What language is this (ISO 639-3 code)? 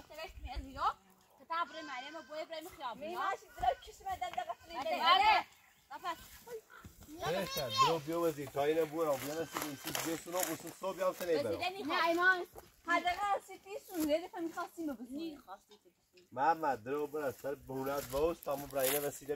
fas